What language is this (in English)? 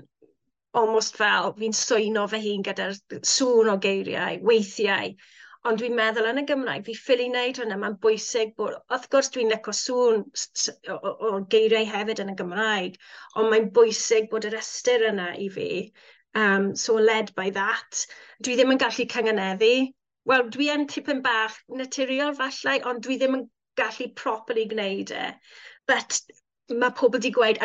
Welsh